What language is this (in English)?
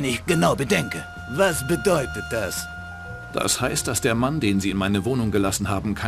Bavarian